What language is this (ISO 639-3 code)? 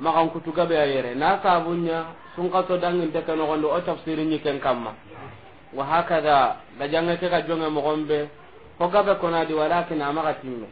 snk